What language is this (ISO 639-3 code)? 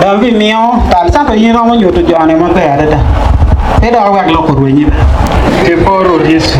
ach